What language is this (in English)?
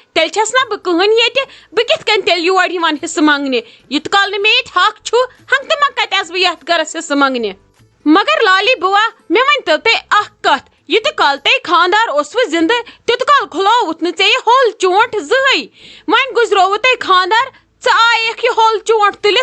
Kashmiri